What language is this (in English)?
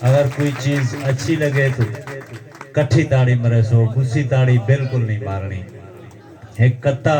Saraiki